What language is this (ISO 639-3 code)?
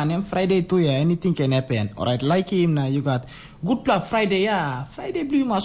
tpi